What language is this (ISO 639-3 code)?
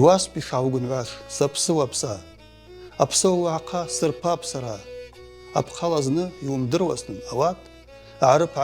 abk